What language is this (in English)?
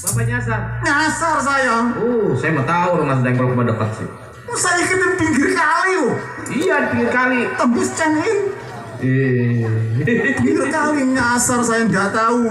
Betawi